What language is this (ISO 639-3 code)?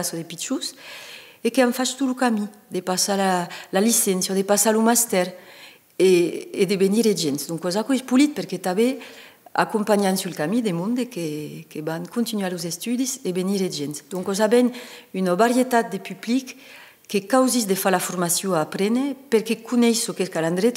oci